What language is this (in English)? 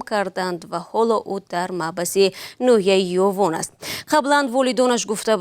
Tajik